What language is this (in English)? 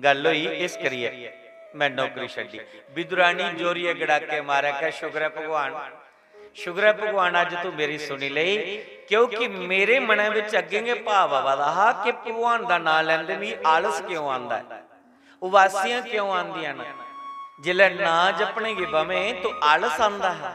Dogri